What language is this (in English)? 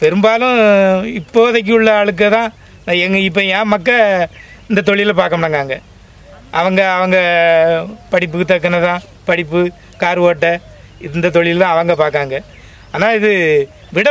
Tamil